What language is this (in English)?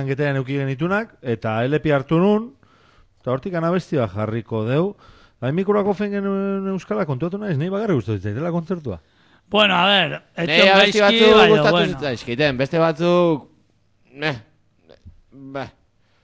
Basque